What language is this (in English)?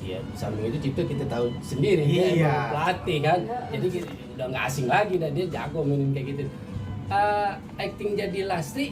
Betawi